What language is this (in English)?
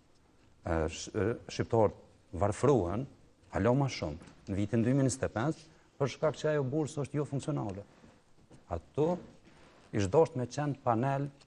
Albanian